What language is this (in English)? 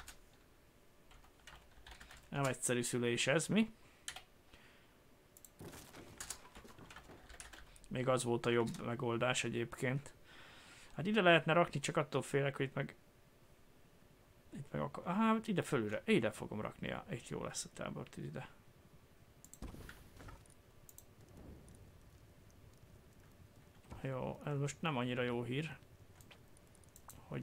Hungarian